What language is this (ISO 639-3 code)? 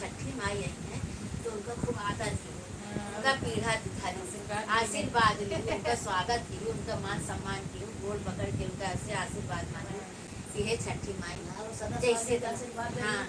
awa